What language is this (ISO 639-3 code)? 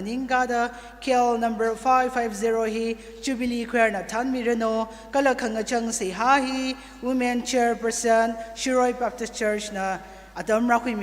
nmf